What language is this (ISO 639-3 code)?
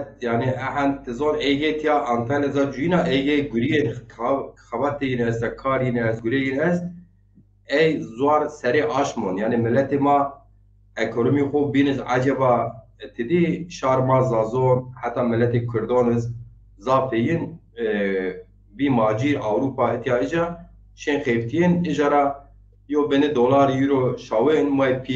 zza